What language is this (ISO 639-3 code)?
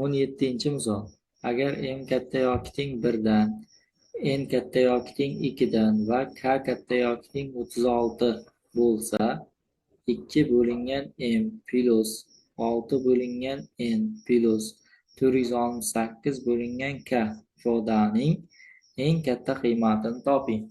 uzb